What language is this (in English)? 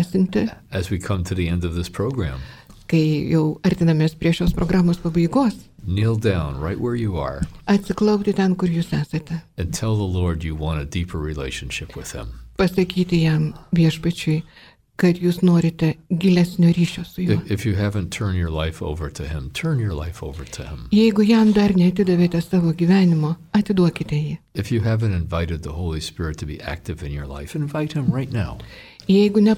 Lithuanian